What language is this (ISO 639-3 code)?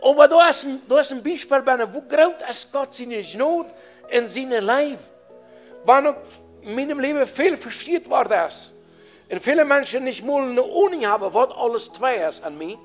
pdt